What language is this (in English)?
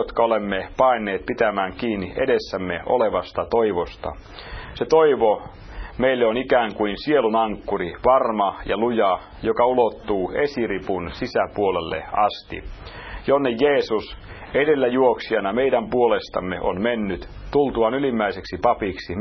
Finnish